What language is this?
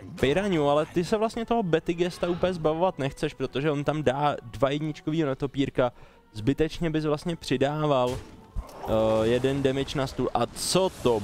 Czech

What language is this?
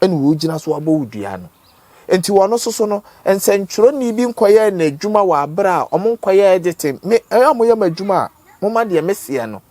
Akan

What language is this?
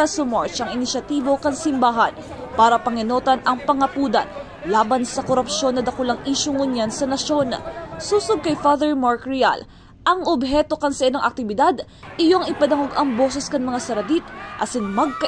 Bikol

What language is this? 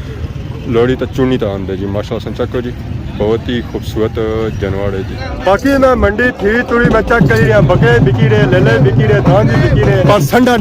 Pahari-Potwari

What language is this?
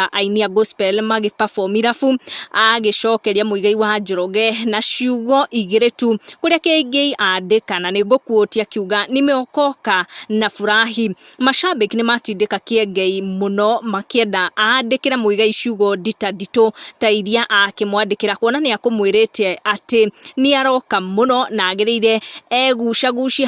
Kikuyu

